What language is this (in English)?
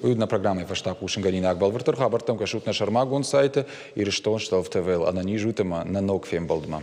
Ossetic